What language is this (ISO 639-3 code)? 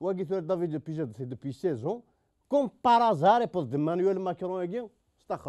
kab